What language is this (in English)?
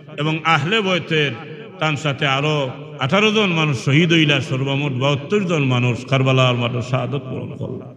Sylheti